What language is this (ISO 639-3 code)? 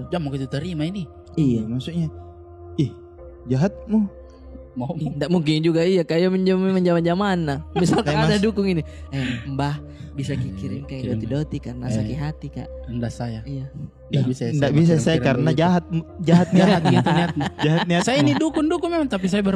mfp